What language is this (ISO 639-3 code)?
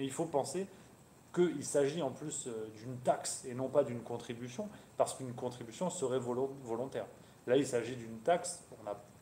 fra